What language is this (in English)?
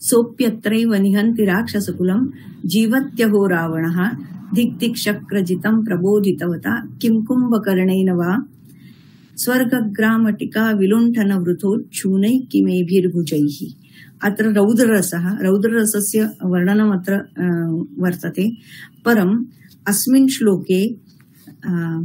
Sanskrit